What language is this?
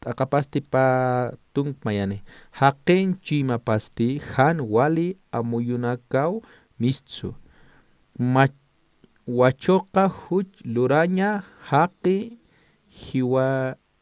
Aymara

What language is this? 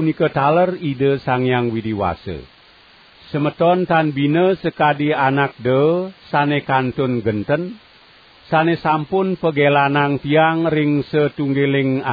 Balinese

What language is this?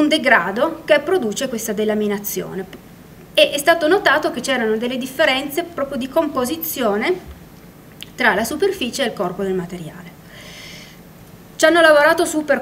Italian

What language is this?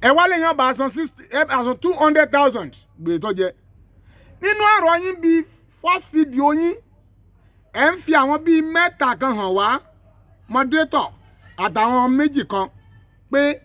Yoruba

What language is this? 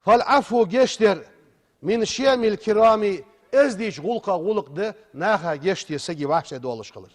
Ingush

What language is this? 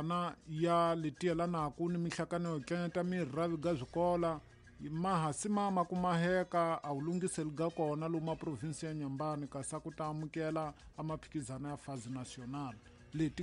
Tsonga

